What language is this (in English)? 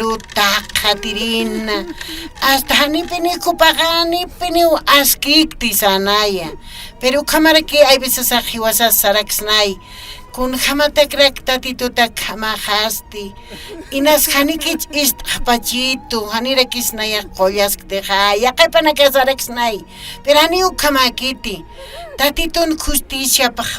Aymara